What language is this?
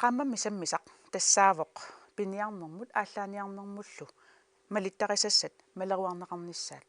Kalaallisut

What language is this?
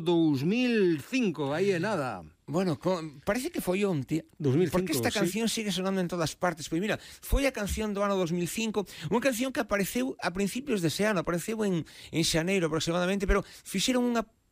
Galician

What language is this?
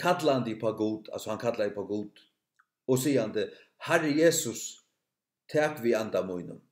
Faroese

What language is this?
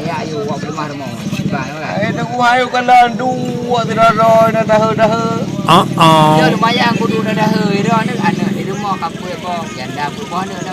Achinese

